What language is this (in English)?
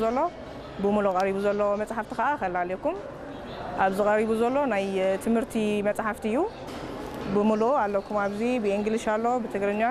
Tigrinya